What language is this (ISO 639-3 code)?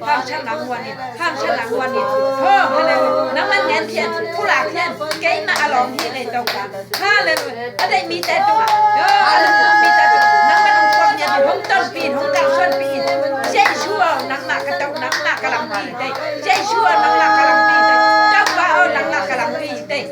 ctd